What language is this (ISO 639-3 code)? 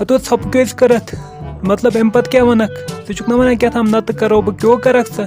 kas